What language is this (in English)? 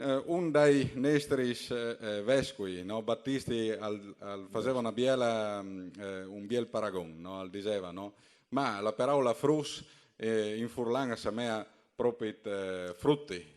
Friulian